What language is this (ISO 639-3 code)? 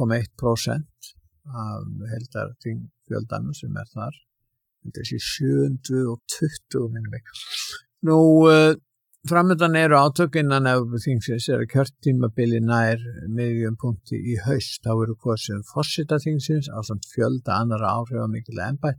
isl